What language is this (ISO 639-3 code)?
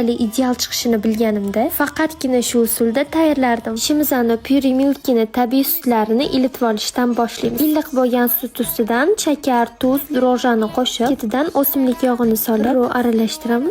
uzb